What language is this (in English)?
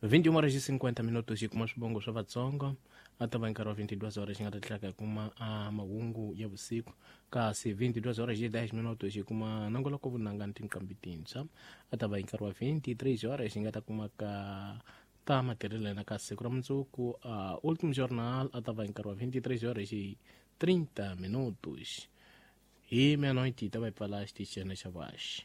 Tsonga